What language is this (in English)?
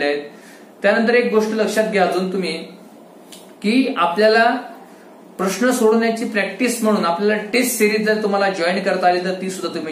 Marathi